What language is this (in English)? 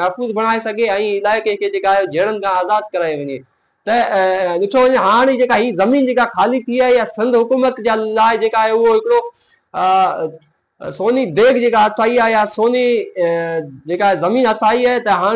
Sindhi